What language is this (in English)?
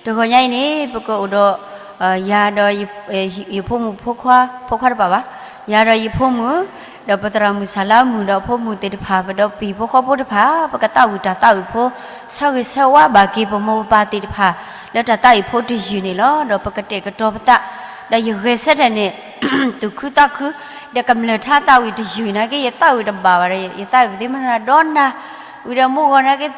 S'gaw Karen